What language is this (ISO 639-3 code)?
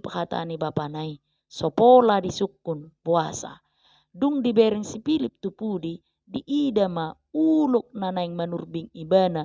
bbc